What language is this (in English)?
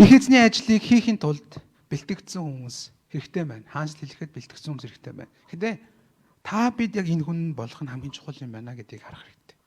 Mongolian